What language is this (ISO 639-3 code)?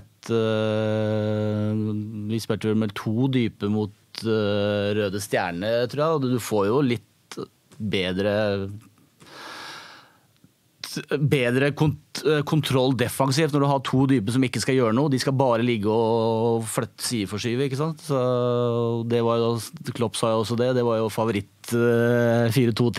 nor